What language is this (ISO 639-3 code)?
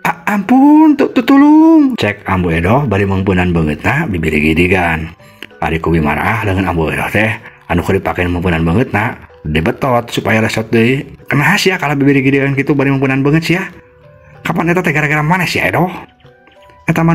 sun